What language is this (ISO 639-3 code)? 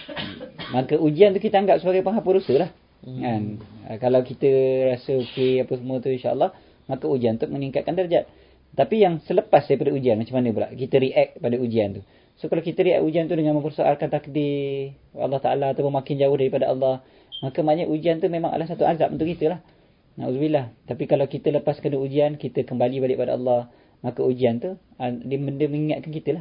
msa